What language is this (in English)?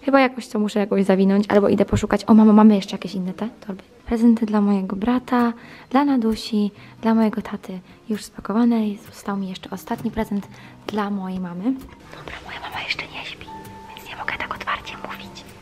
Polish